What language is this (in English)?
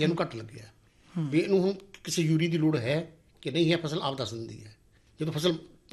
Punjabi